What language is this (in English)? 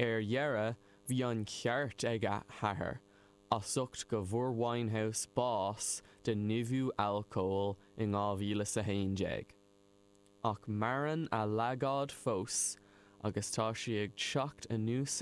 Irish